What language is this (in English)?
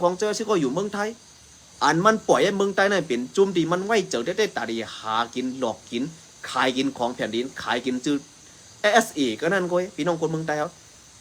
Shan